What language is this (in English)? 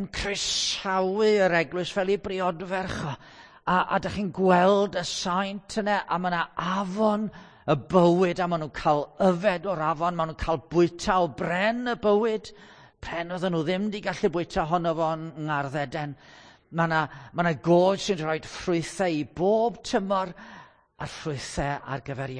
Welsh